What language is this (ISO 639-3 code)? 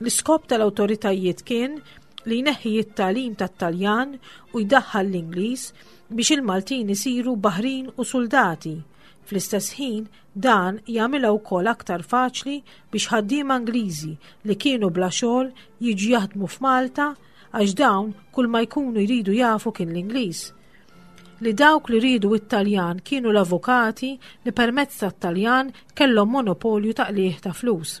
mlt